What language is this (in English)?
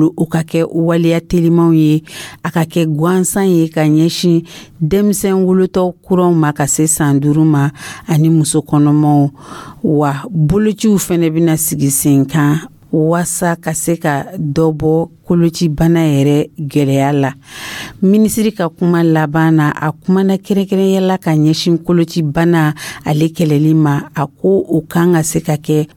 Dyula